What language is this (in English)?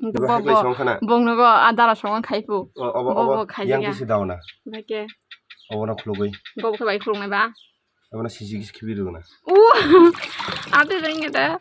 Kok Borok